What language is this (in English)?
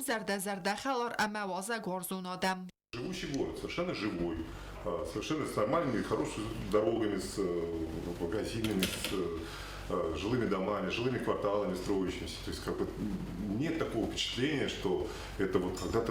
Ossetic